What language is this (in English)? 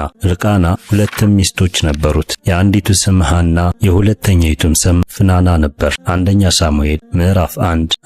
Amharic